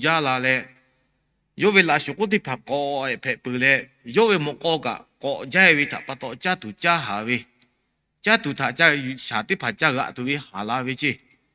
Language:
Lahu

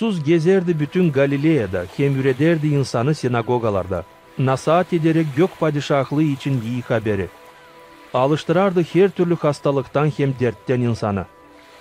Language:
Gagauz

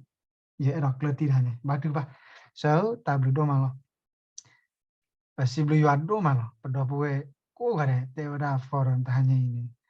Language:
S'gaw Karen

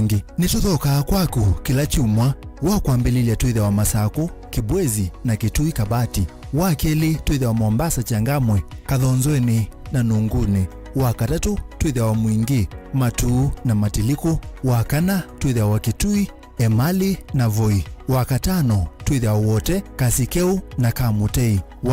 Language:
Kamba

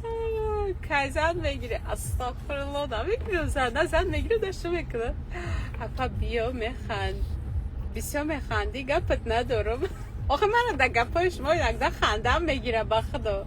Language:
Tajik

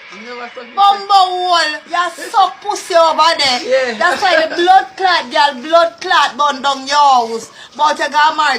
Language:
Jamaican Creole English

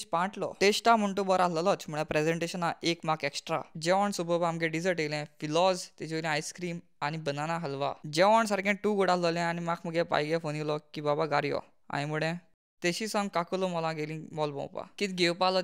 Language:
Konkani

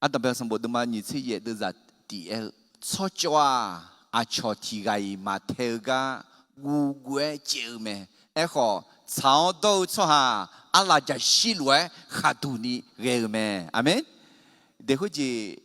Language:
Akha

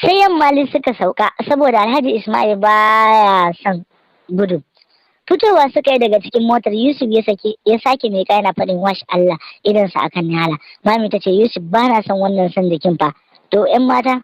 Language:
Hausa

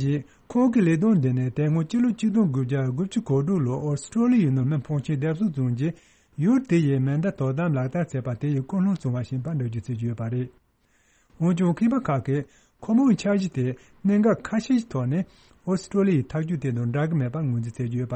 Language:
Tibetan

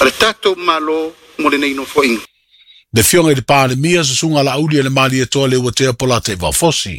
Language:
Samoan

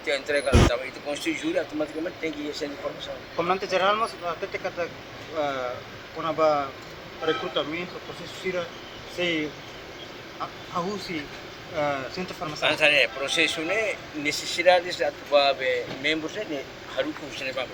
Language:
Tetum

